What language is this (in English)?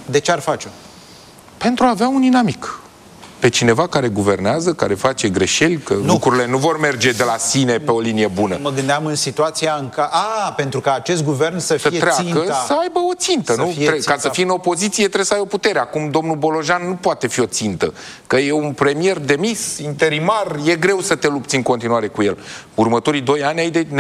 Romanian